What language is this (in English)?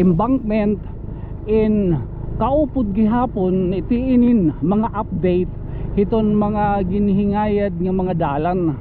Waray